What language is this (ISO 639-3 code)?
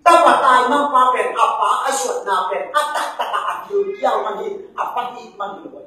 ctd